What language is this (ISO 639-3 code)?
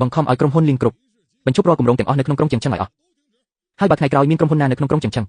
khm